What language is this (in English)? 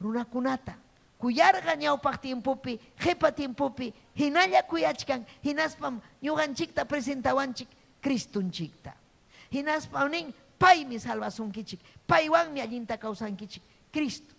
Ayacucho Quechua